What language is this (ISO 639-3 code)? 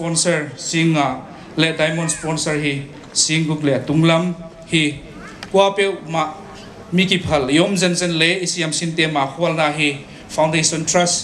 pck